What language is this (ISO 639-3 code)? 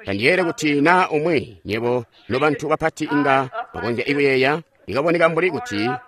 toi